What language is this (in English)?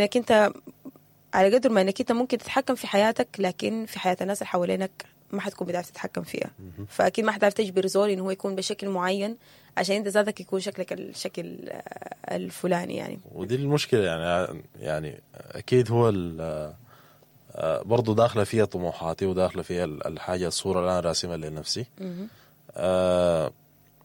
Sudanese Arabic